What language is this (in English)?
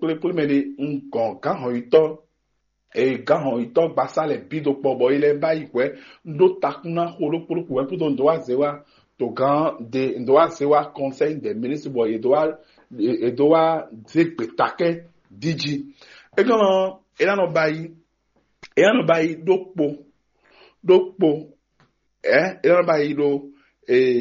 Fon